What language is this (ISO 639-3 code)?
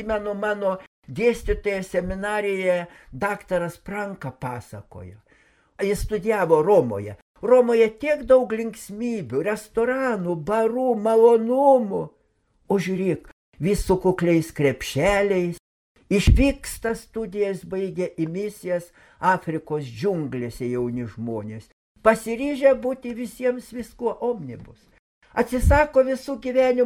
lit